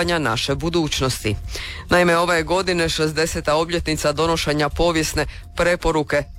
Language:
Croatian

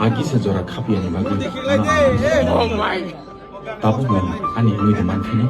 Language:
Kok Borok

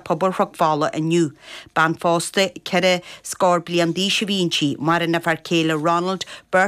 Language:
Irish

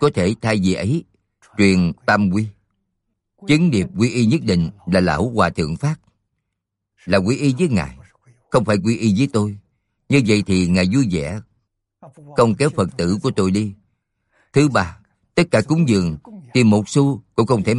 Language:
Vietnamese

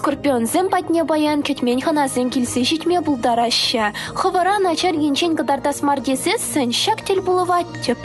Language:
Chuvash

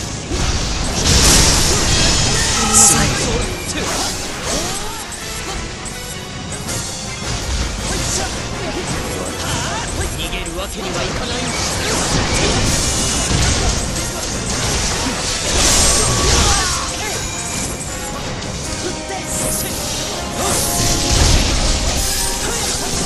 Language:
Japanese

